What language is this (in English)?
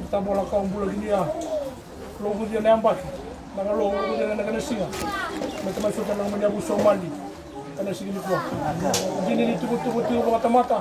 Fijian